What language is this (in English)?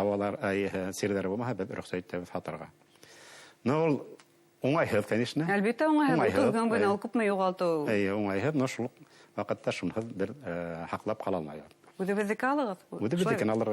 Bashkir